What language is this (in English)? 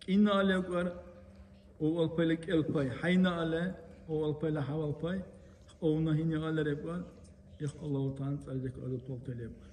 Dargwa